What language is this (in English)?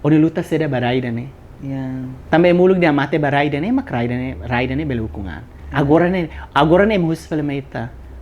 Tetum